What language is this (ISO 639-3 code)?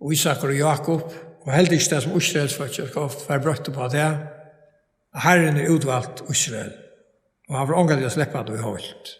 fao